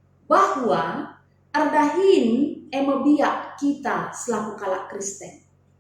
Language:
Batak Karo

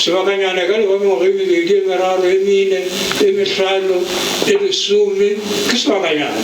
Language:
Northern Sotho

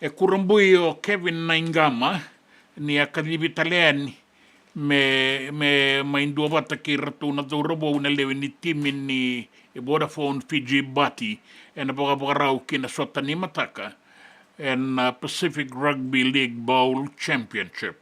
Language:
Fijian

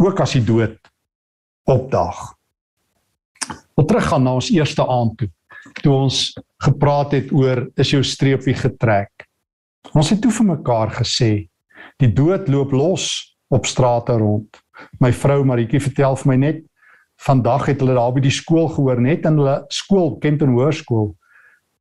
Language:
Afrikaans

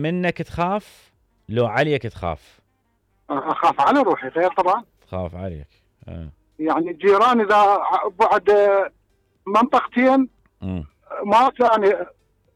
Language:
Mesopotamian Arabic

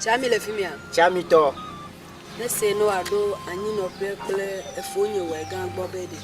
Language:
Ewe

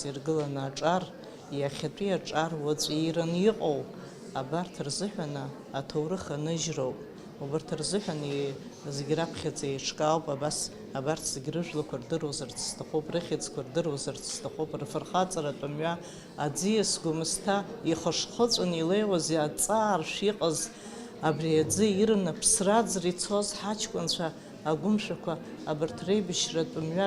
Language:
Abkhazian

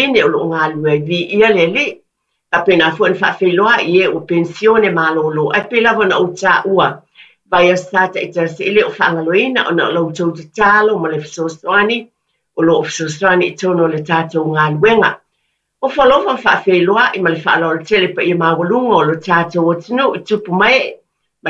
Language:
Samoan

